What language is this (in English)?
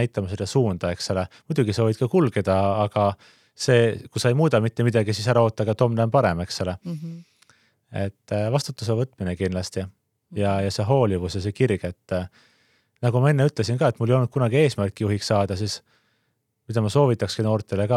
Estonian